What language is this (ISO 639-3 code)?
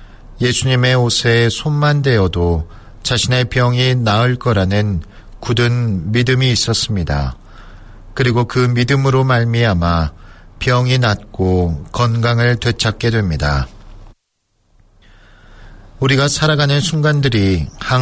kor